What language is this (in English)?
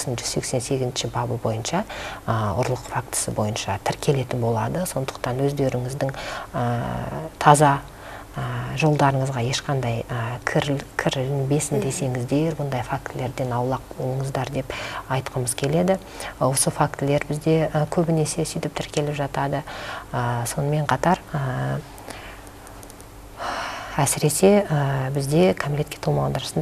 Kazakh